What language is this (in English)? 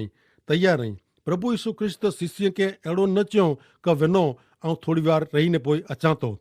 Kachhi